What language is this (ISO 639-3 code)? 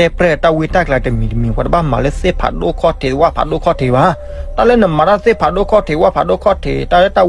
ksw